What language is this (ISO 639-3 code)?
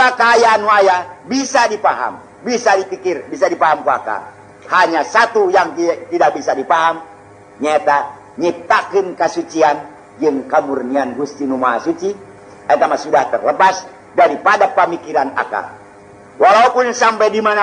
sun